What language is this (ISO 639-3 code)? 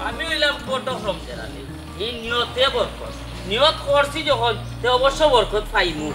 syl